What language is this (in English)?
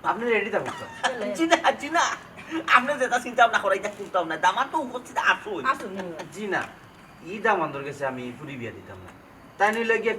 Sylheti